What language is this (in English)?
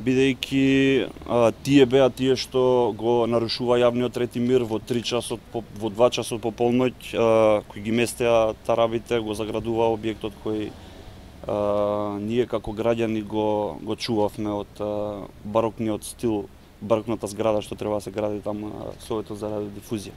Macedonian